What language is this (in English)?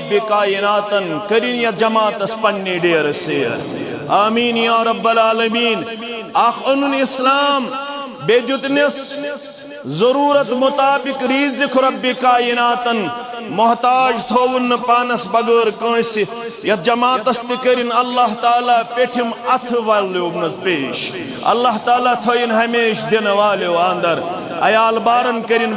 Kashmiri